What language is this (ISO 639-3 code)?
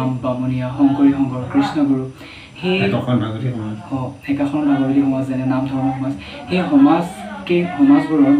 asm